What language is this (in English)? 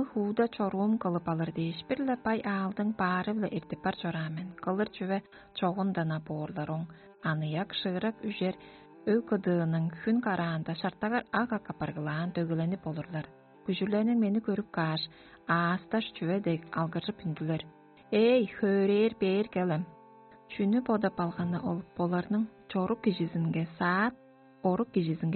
Tuvinian